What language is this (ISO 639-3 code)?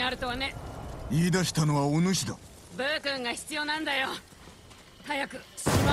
jpn